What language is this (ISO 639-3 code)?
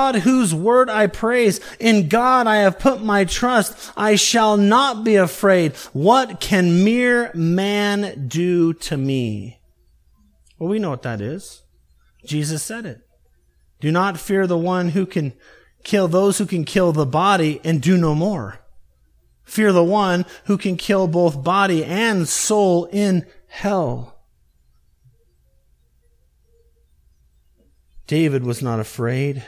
eng